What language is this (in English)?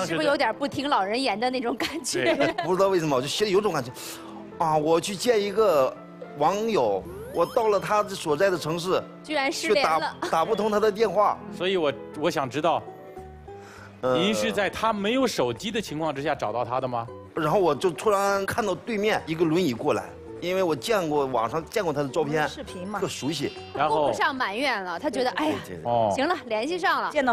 Chinese